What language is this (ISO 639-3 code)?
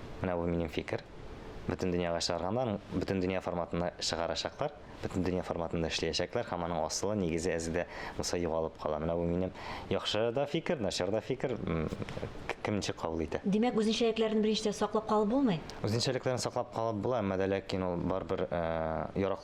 tat